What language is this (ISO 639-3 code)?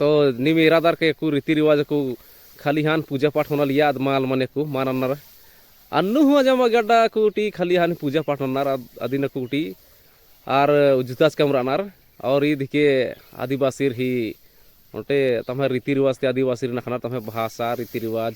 kru